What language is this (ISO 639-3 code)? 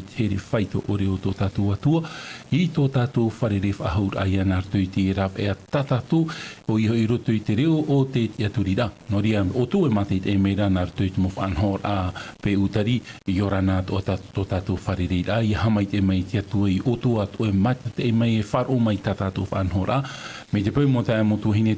tah